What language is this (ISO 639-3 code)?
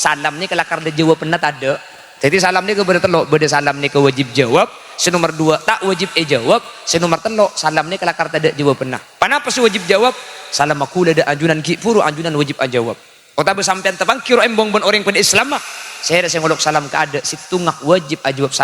mad